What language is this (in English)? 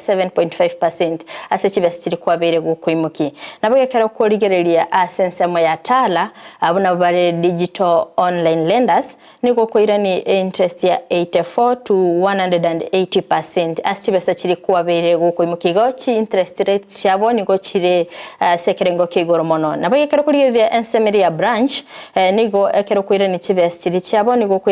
Gusii